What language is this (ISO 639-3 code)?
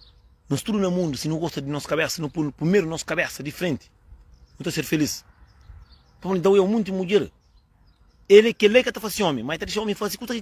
kea